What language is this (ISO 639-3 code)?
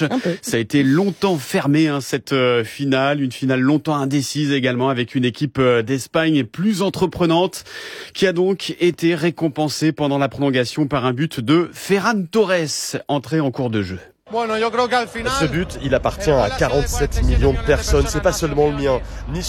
fra